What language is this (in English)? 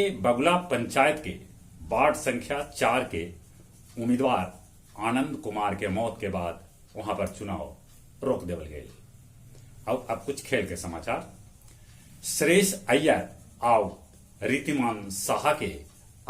Magahi